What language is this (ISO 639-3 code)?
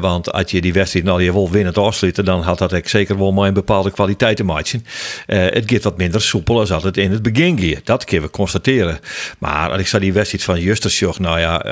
fry